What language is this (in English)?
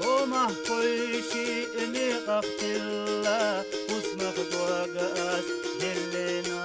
Chechen